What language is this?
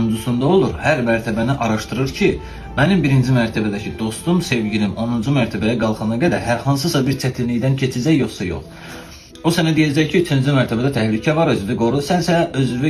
Azerbaijani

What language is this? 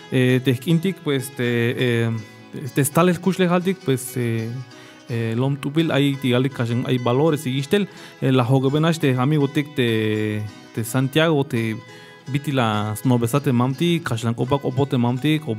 Tzeltal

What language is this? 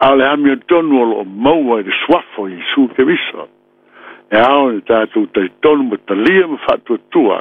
Samoan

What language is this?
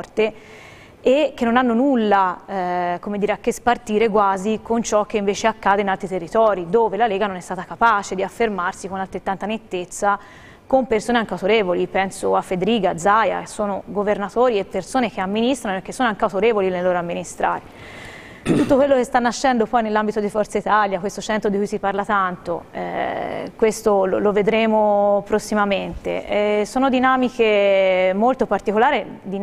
Italian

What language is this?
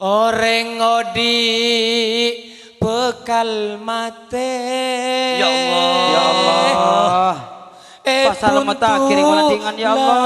Madurese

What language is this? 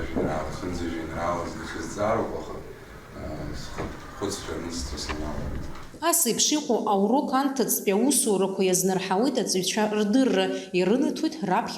Abkhazian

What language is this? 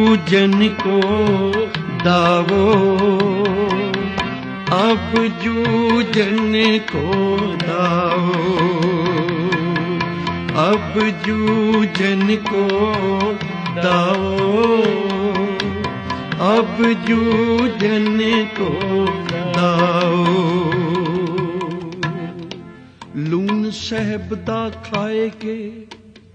Hindi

